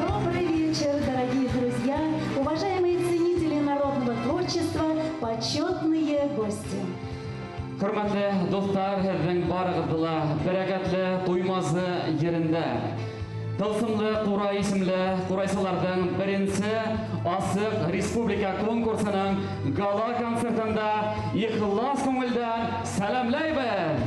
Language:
Bashkir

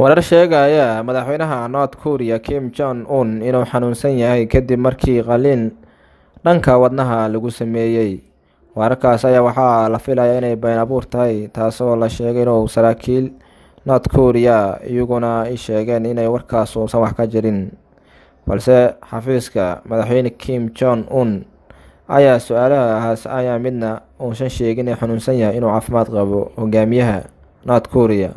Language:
Somali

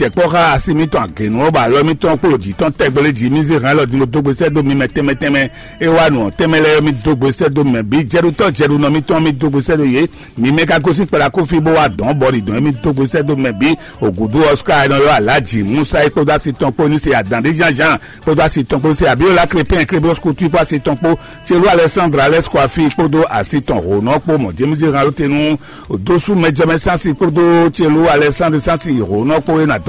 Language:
Fon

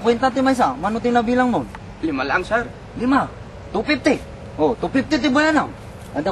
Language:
Iloko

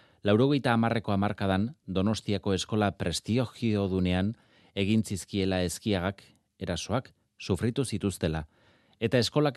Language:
Basque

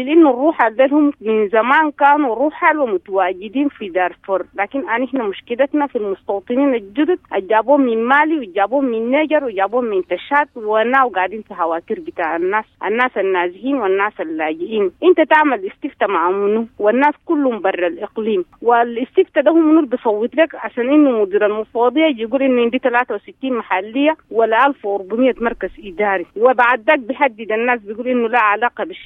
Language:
Sudanese Arabic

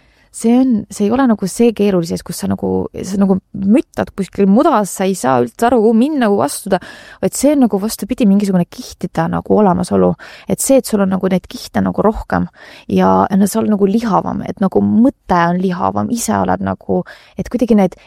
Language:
Estonian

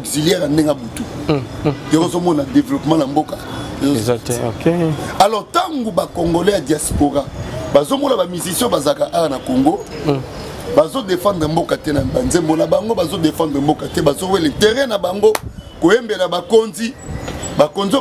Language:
Lingala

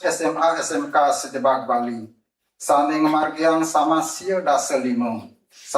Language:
Balinese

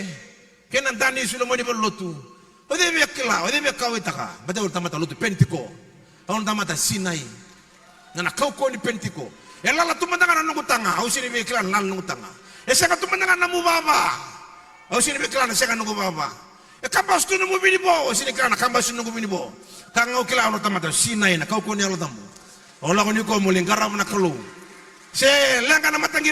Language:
Fijian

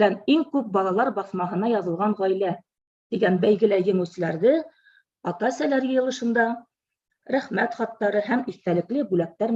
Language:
Bashkir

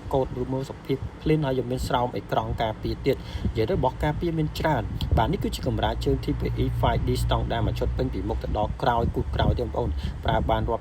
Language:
Khmer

